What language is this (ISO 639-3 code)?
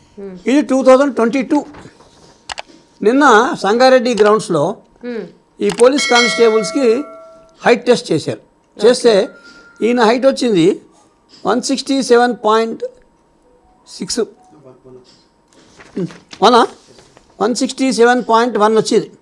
tel